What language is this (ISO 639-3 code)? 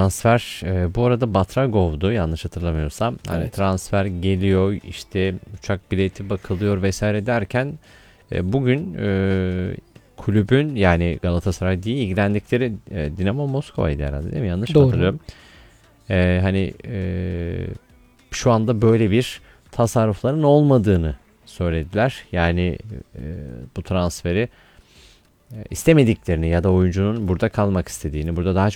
tur